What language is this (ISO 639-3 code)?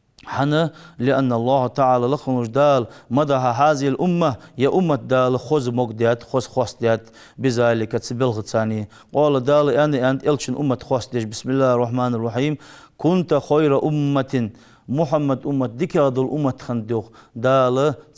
inh